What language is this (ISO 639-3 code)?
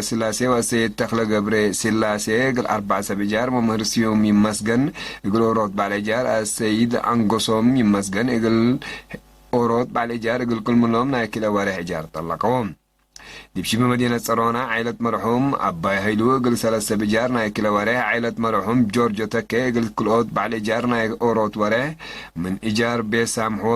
tig